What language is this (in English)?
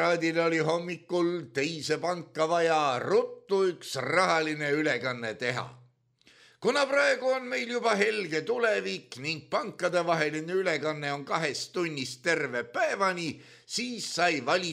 Estonian